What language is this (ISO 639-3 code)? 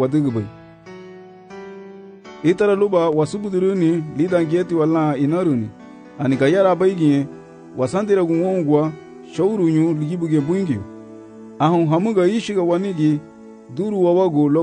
cab